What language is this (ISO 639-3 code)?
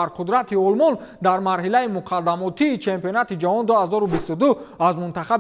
tgk